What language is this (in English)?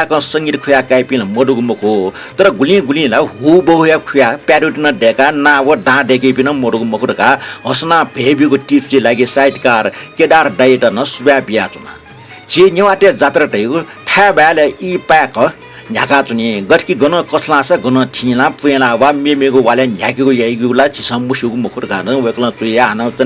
Newari